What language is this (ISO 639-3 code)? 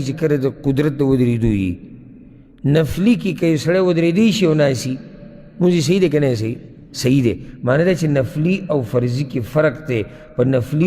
pus